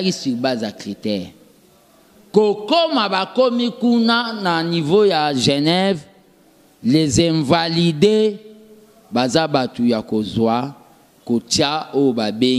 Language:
Lingala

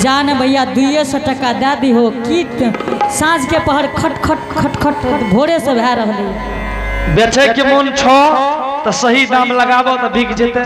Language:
Angika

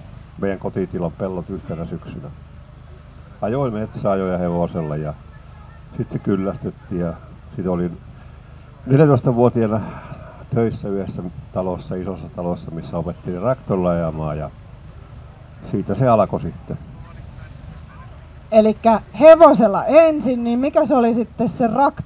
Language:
Finnish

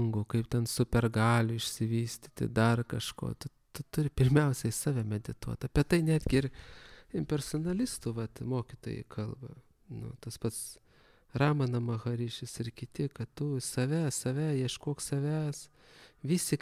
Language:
Lithuanian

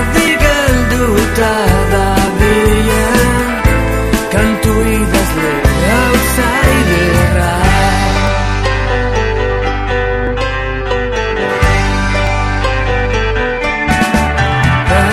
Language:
Basque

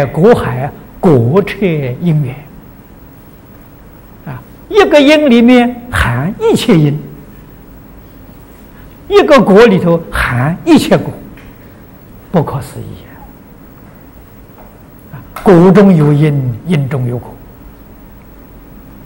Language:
Chinese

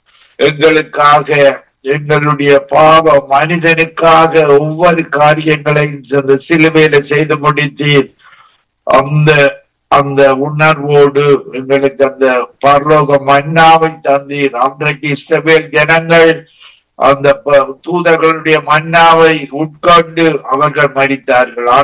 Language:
Tamil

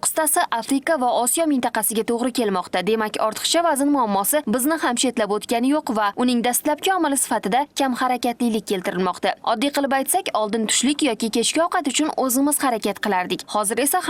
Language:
Uzbek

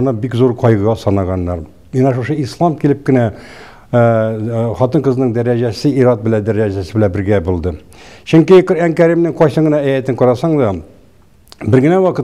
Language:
Tatar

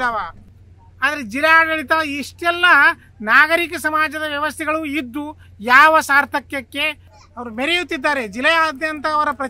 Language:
Kannada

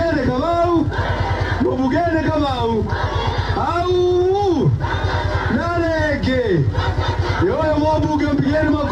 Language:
Kikuyu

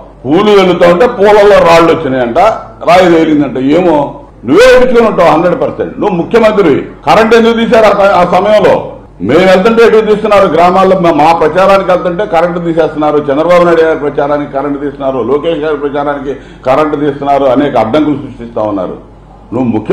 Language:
Telugu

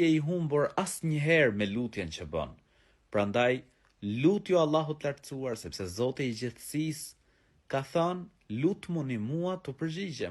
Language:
Albanian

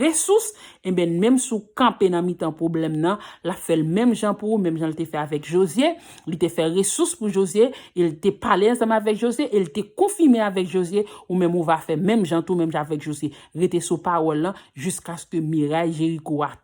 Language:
Haitian Creole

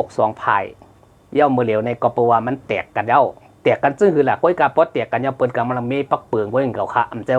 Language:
Shan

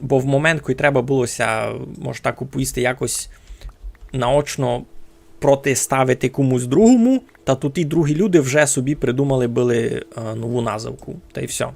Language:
Rusyn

